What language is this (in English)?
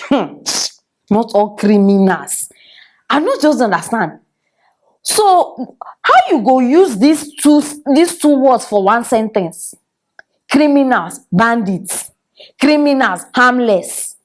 Nigerian Pidgin